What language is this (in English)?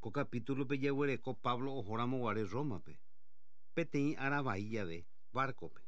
Guarani